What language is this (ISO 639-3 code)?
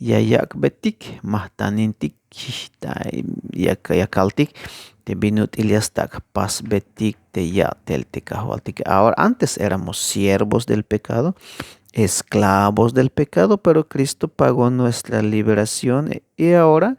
tzh